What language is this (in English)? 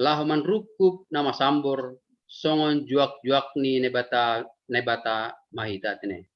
Batak Simalungun